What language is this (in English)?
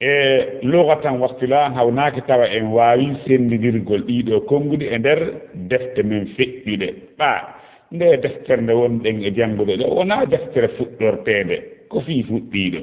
Fula